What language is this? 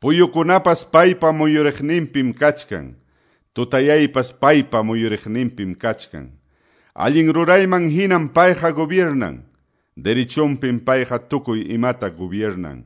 Quechua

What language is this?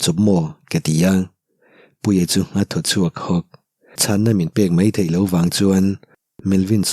Mizo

